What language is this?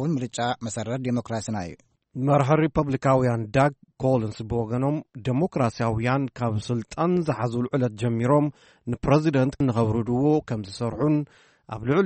Tigrinya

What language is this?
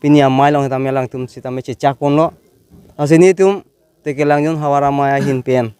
Karbi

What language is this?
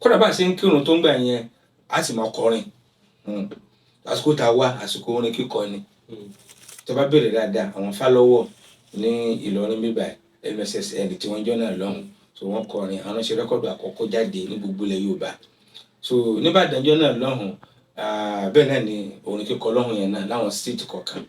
Yoruba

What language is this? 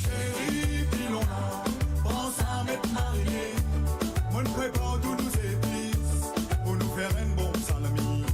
Morisyen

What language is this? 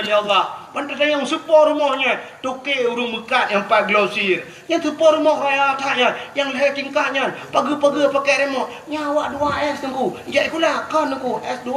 Achinese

